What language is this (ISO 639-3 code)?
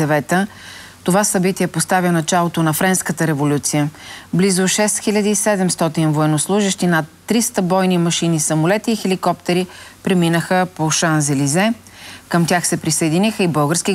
bul